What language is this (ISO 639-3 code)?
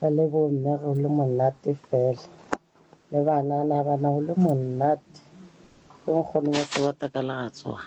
sot